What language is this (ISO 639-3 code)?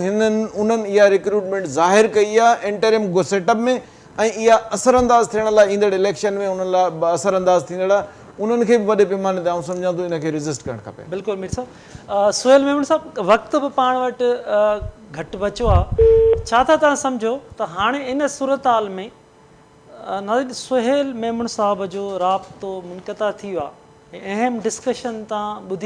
snd